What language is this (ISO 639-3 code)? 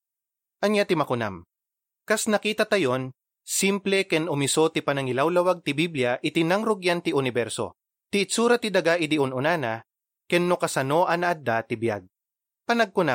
ilo